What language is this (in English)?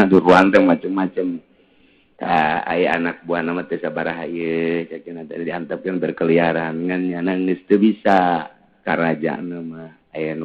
Sundanese